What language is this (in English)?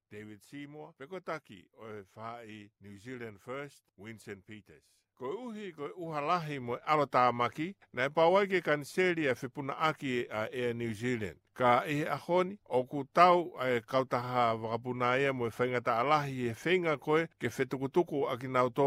Tongan